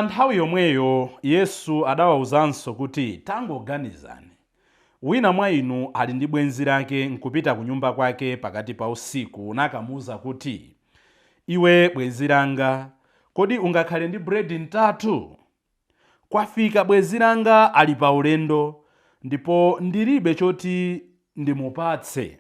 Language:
Nyanja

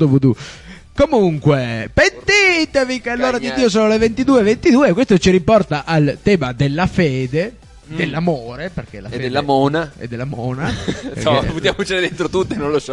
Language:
Italian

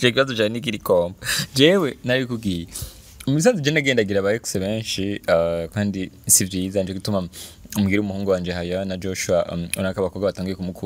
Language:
Rundi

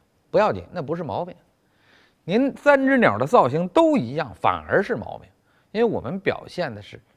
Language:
Chinese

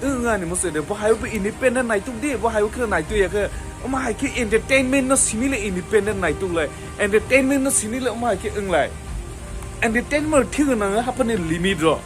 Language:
Kok Borok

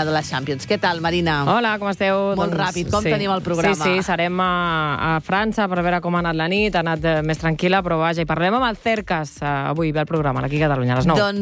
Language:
Catalan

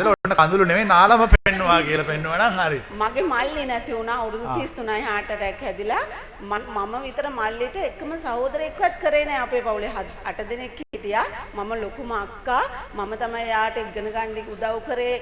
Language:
Sinhala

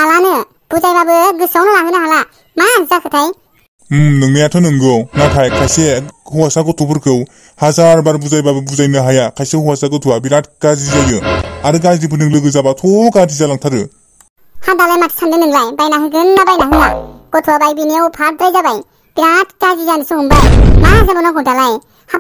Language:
Bodo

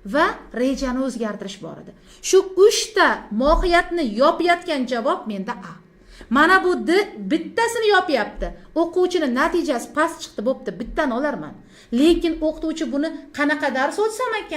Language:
Uzbek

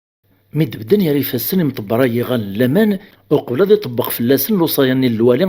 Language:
Kabyle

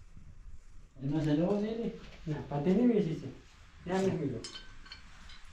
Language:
Persian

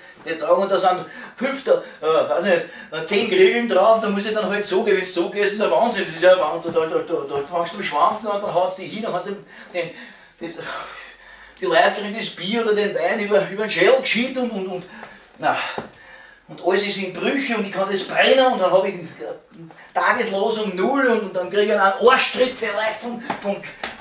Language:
Bavarian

